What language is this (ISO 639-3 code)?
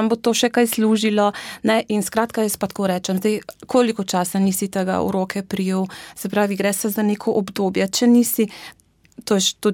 slv